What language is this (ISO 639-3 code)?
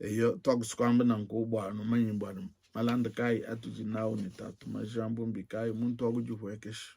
lua